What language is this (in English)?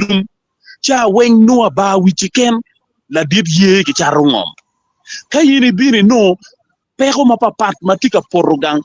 Acoli